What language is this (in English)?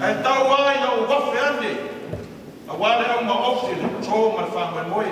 Samoan